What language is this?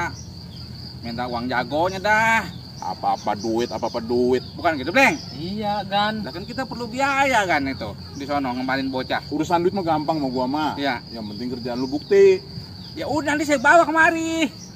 Betawi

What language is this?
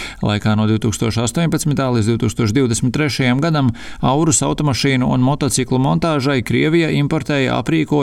Latvian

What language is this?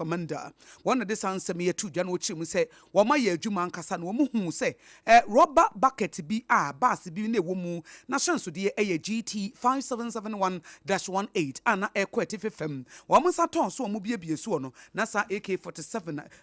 Akan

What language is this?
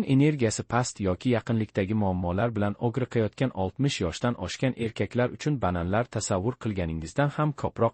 Uzbek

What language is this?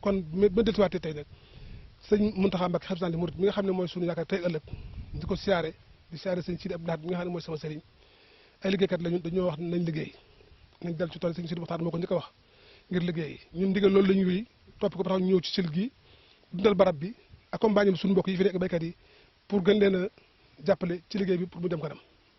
Wolof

